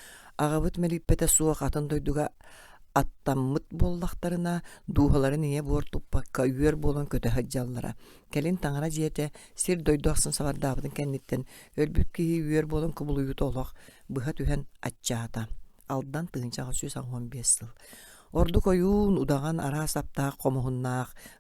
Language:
Yakut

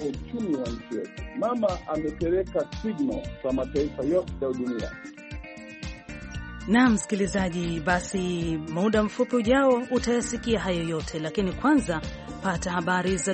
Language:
Swahili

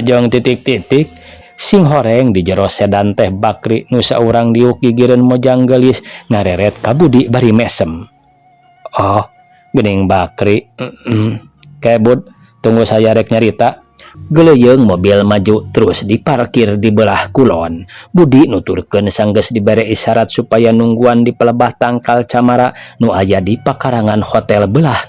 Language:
Sundanese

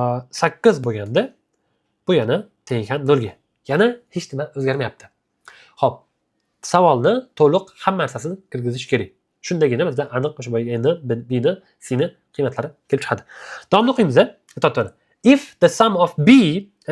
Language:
Uzbek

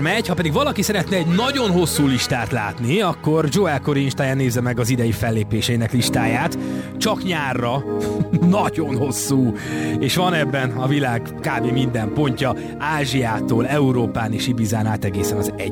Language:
Hungarian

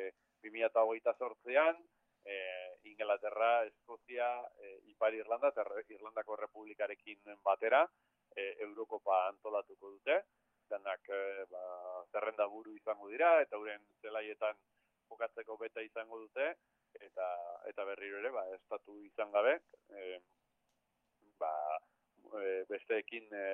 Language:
Basque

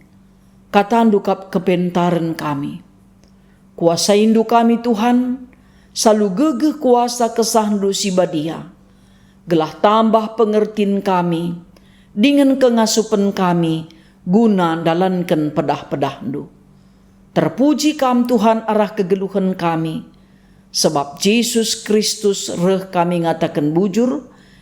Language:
Batak Karo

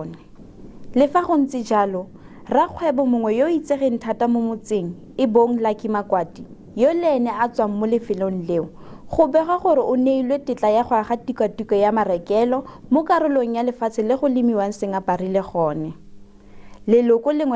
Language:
Tswana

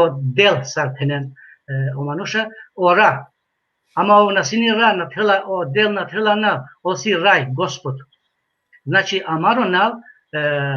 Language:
Balkan Romani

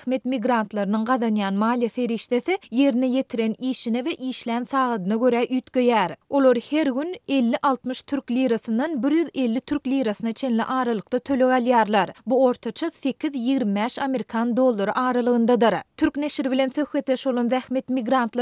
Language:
Turkmen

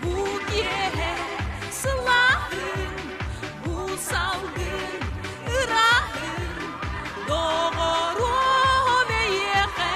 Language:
Yakut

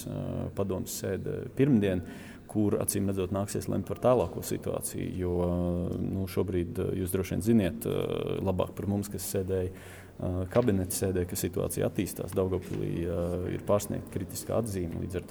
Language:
Latvian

